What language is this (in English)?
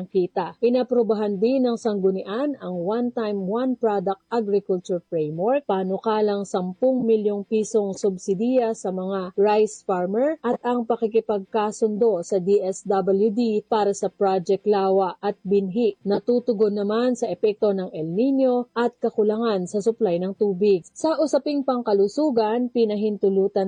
Filipino